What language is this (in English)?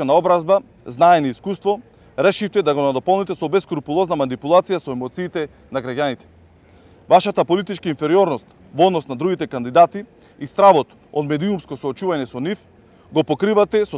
Macedonian